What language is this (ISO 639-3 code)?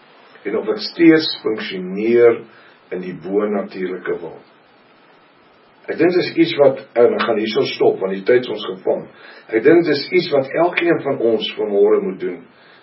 afr